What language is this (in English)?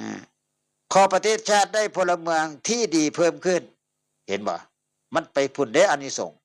Northeastern Thai